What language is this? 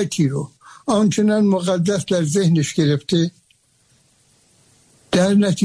Persian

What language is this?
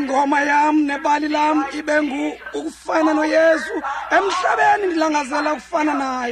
Xhosa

